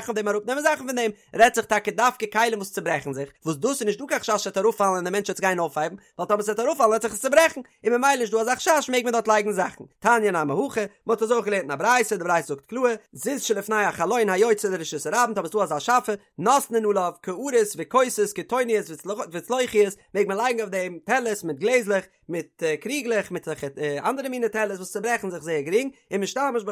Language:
Yiddish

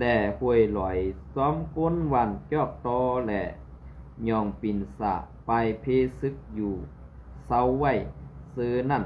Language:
Shan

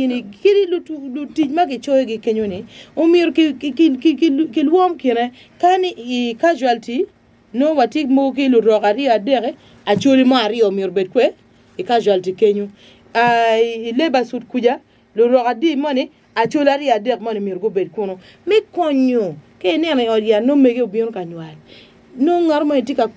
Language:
Acoli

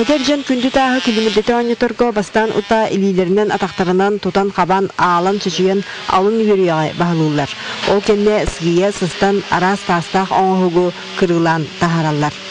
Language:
Yakut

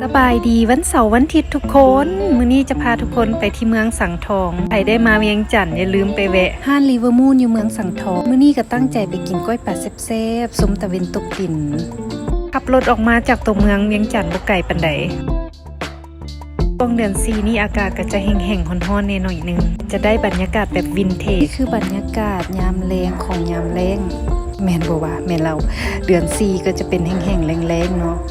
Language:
Lao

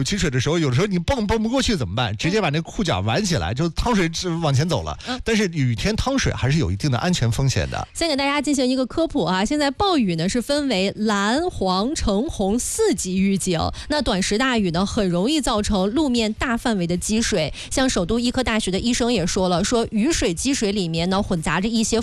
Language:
Chinese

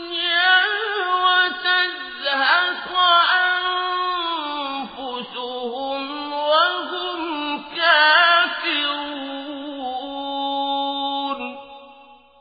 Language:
Arabic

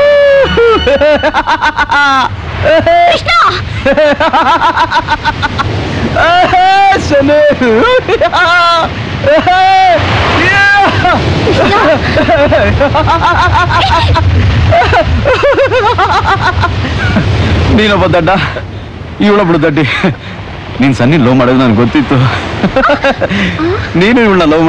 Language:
Kannada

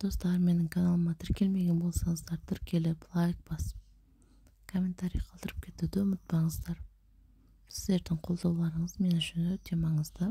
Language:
Kazakh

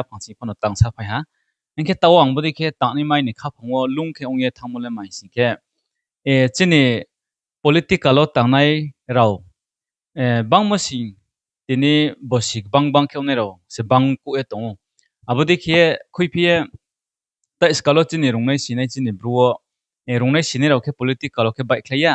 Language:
Riang (India)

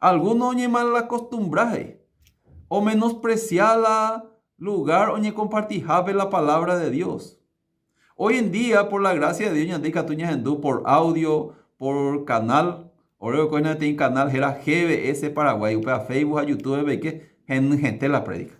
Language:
Guarani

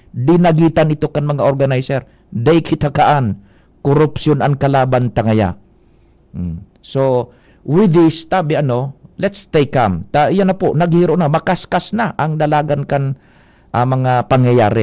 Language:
Bikol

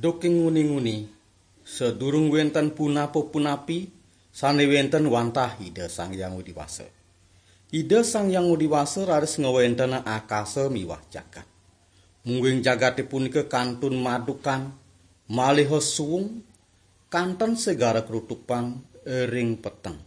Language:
Balinese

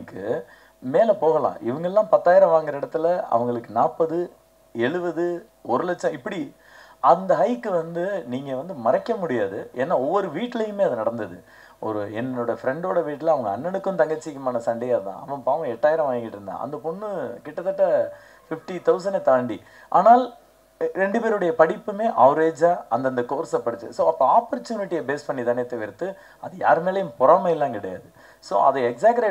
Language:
Tamil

